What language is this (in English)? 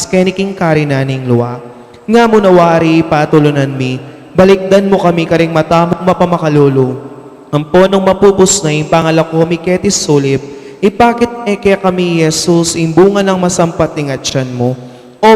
Pampanga